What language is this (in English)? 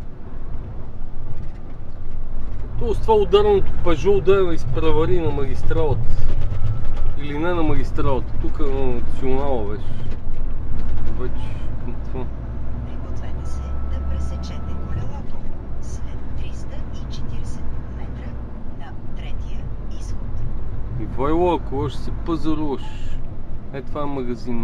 Bulgarian